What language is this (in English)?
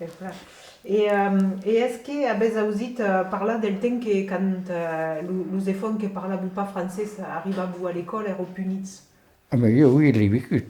Occitan